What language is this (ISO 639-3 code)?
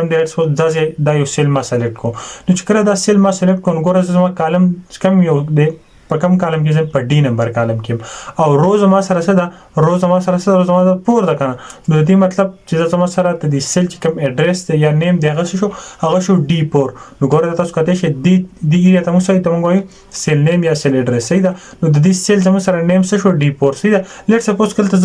pus